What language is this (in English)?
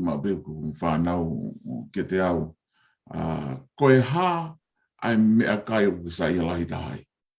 Tongan